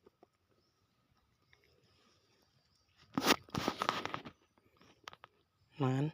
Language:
Lao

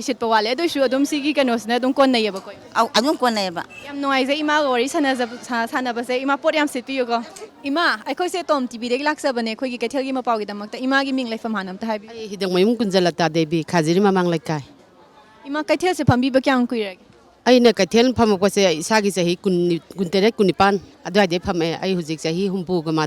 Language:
Manipuri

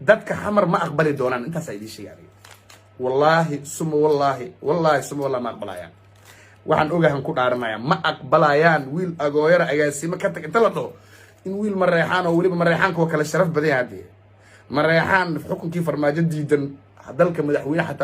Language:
Somali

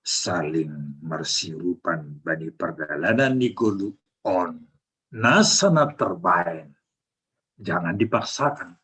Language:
Batak Simalungun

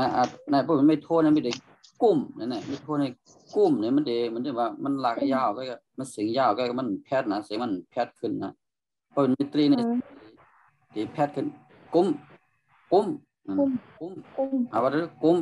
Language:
Shan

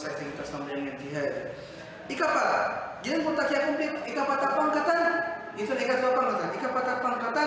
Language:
Maranao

